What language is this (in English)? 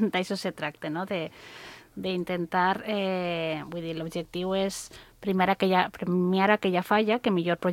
Catalan